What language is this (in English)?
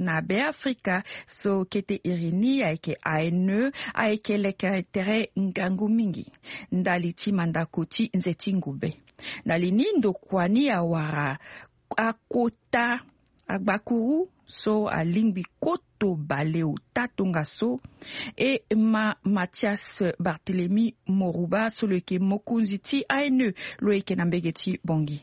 Sango